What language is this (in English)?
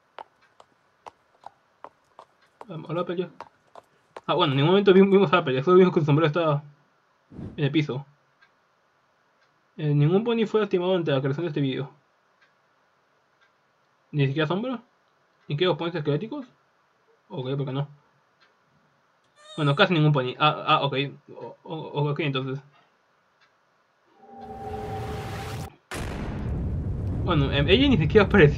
Spanish